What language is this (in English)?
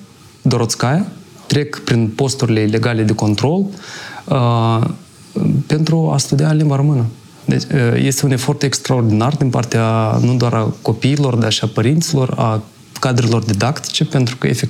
Romanian